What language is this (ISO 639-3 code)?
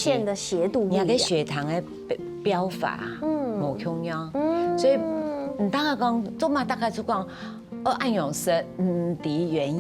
hak